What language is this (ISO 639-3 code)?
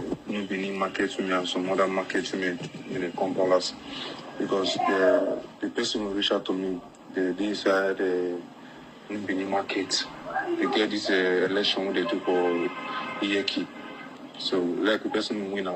pcm